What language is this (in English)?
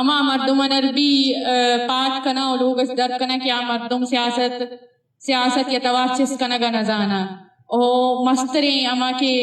Eastern Balochi